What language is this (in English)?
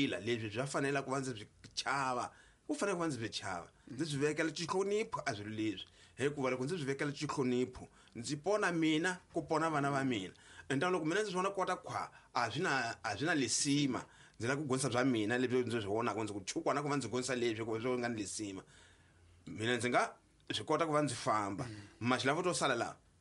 Tsonga